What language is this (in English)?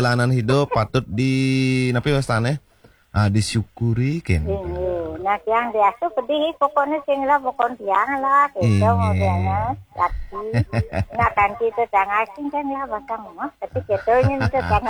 Balinese